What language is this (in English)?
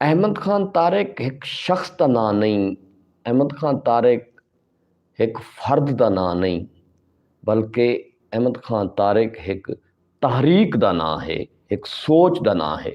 Saraiki